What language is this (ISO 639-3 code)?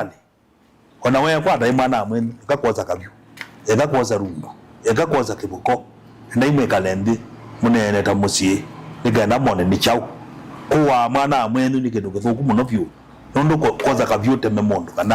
kam